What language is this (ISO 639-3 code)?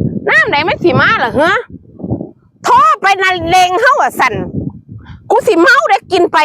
tts